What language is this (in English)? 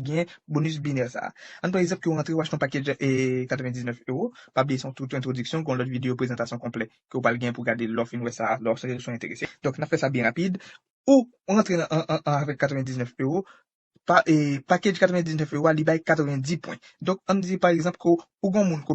Haitian Creole